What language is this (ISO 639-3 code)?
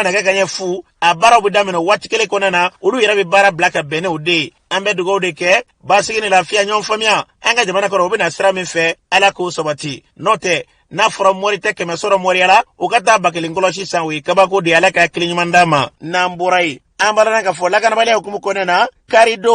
bam